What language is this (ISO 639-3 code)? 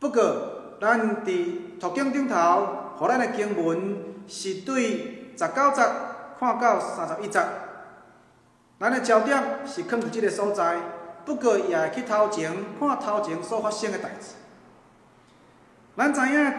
nan